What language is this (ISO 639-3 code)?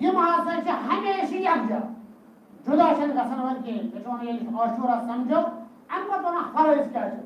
kas